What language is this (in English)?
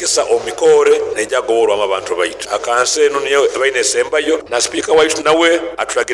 Nyoro